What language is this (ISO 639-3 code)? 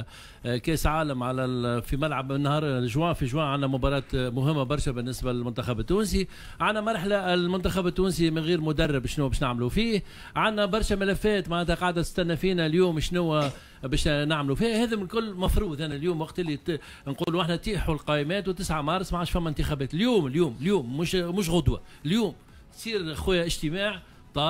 aeb